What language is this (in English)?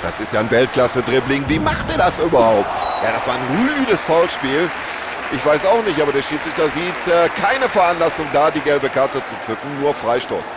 Bavarian